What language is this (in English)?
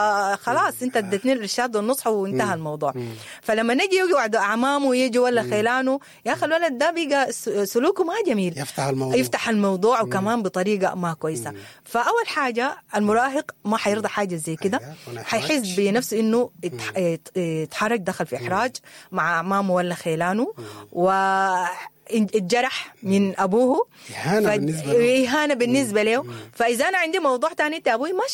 Sudanese Arabic